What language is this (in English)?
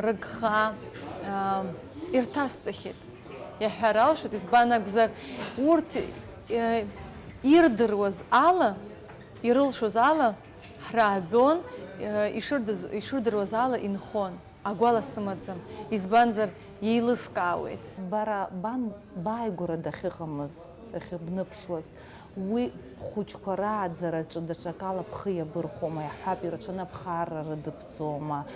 Abkhazian